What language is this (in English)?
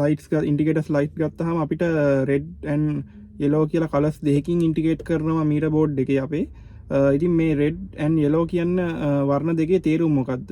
Sinhala